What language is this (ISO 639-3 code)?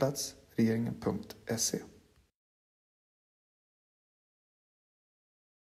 swe